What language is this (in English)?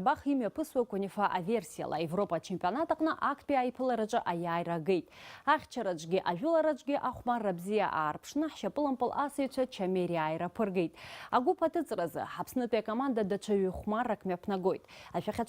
Abkhazian